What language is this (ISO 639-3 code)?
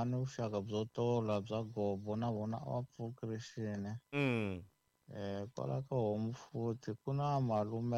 tso